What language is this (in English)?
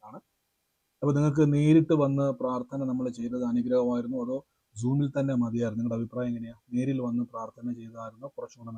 Malayalam